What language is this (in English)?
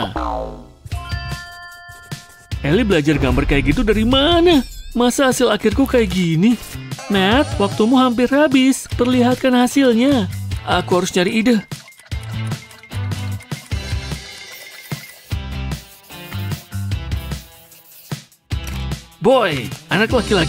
Indonesian